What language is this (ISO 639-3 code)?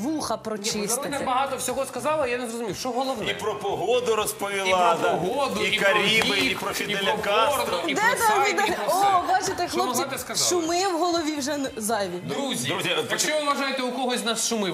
ukr